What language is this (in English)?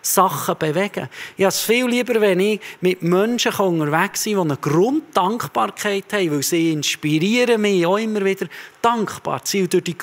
Swiss German